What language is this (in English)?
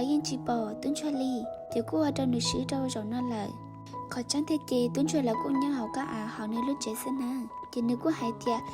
Hmong